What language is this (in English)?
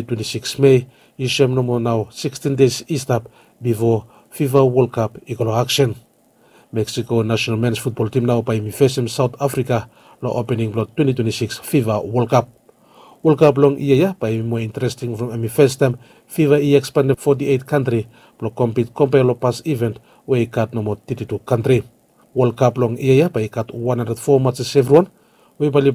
Bislama